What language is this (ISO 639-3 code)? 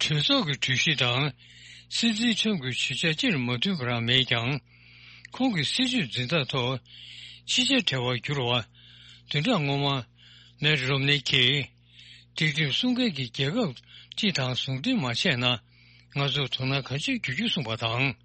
bod